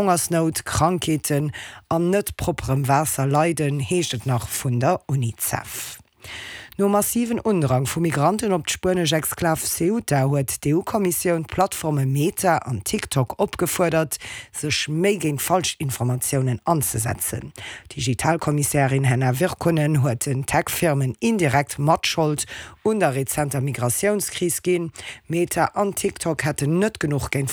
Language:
Luxembourgish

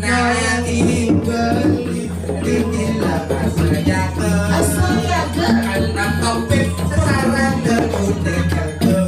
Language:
Balinese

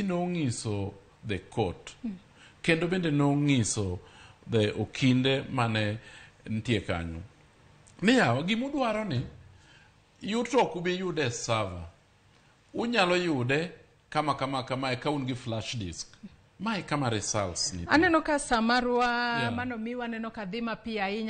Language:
Luo (Kenya and Tanzania)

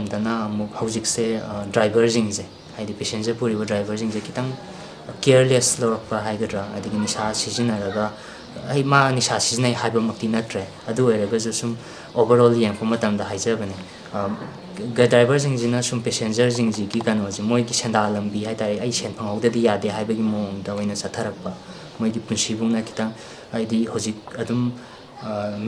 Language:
Manipuri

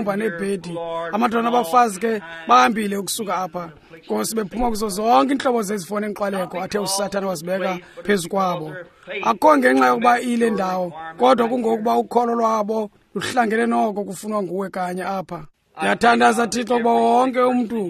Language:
Xhosa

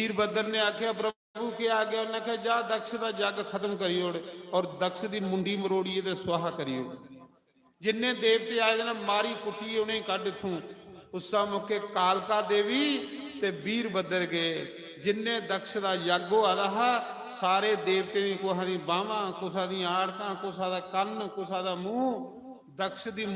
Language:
Dogri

